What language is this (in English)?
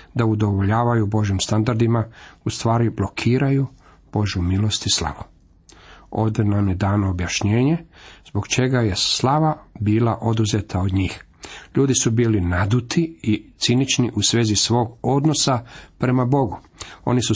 Croatian